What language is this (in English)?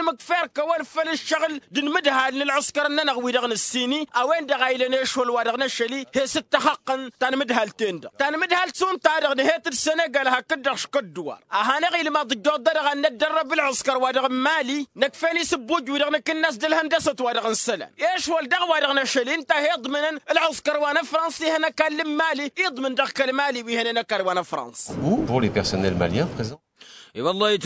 Tamasheq